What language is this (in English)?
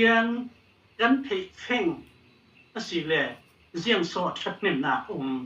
Falam Chin